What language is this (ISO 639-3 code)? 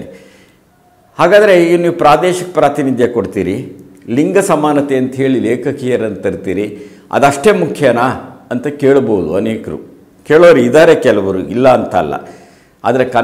kan